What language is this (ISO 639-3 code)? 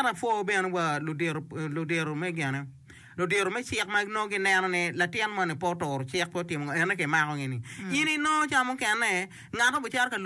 ach